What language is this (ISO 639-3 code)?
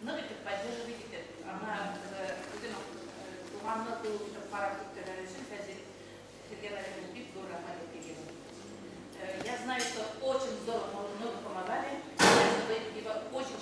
bak